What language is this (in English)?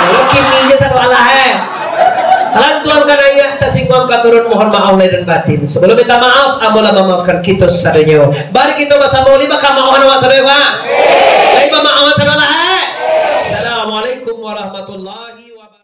Minangkabau